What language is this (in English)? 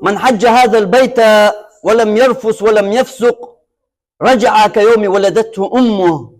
Chechen